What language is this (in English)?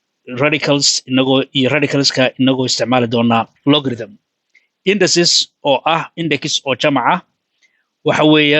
Somali